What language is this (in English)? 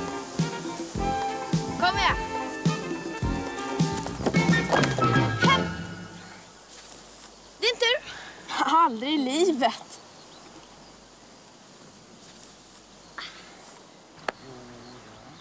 Swedish